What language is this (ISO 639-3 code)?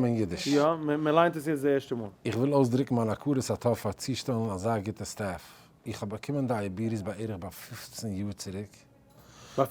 yid